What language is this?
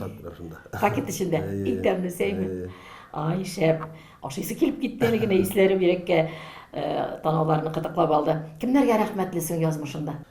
Tatar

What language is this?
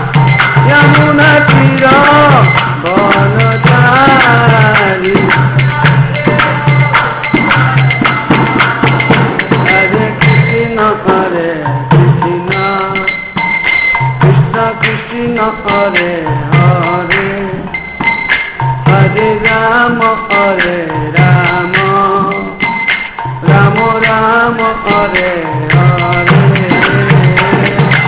Hindi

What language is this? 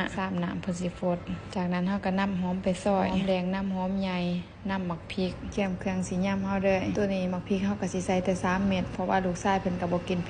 Lao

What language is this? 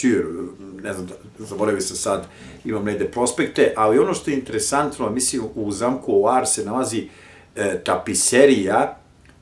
Serbian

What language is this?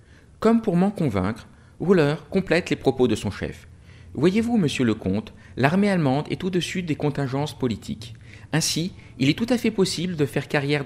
French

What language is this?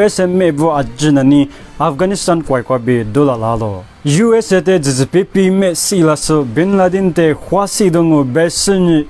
Lisu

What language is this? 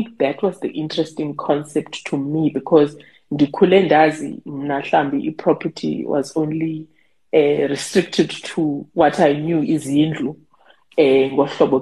Xhosa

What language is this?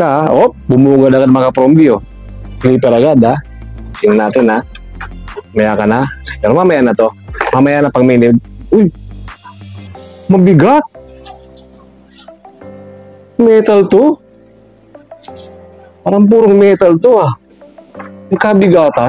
Filipino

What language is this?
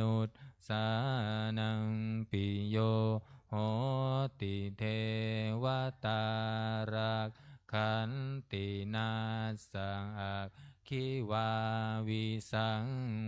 Pali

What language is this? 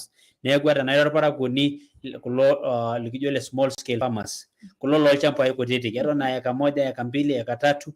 Masai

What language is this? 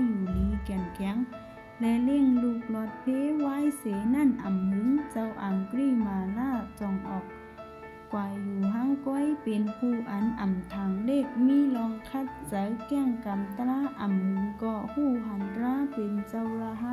Shan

